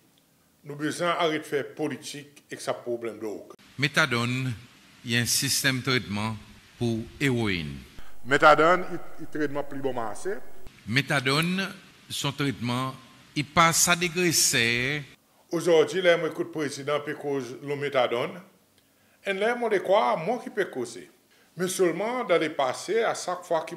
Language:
Seselwa Creole French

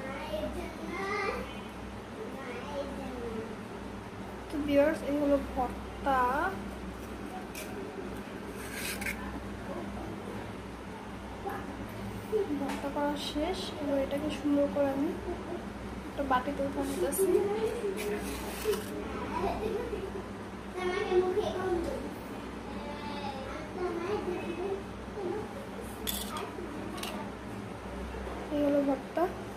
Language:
Bangla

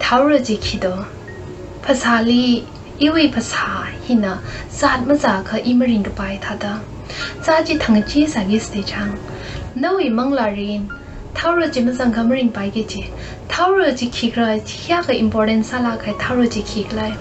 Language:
Tangkhul Naga (India)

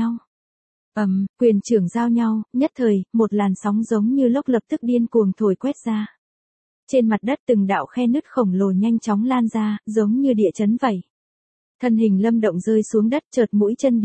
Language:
Vietnamese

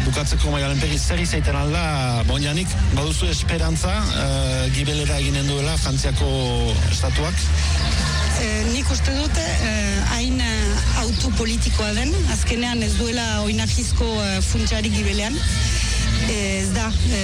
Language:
Basque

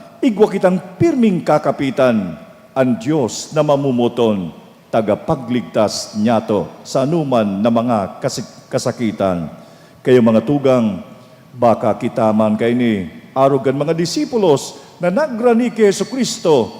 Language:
Bikol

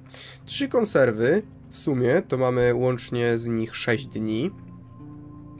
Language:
Polish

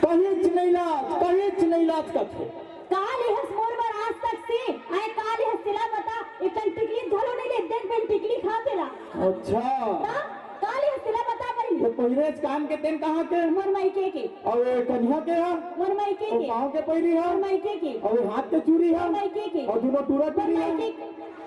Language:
Chhattisgarhi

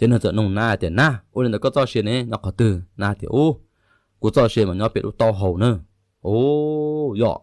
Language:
Hmong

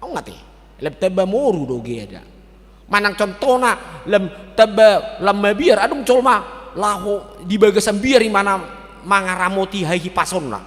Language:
Batak Toba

